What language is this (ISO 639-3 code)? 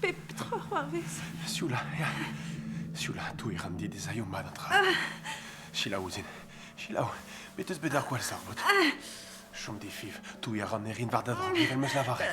bre